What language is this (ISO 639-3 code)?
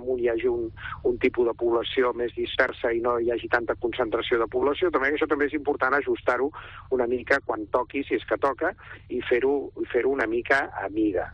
cat